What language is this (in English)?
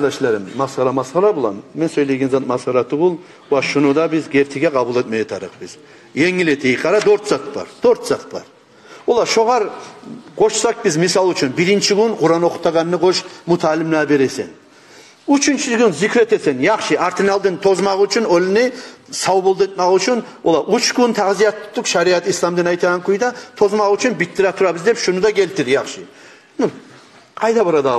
Kumyk